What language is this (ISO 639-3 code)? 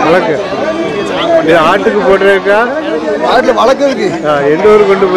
tam